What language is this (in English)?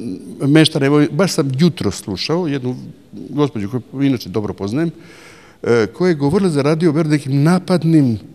Serbian